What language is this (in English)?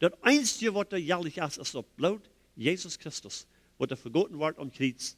Plautdietsch